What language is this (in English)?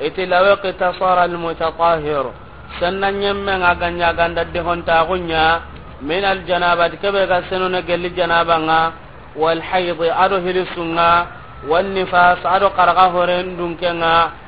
Soninke